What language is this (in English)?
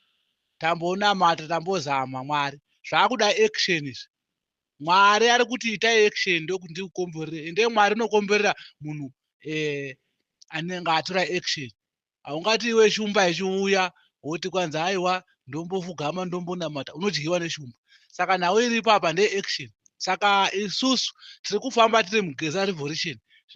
Shona